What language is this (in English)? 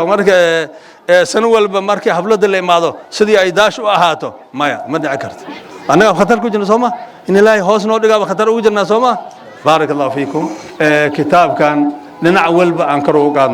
Somali